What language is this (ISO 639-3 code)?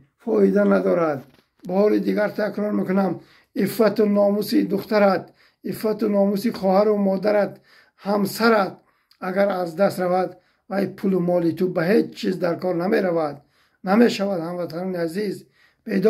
tgk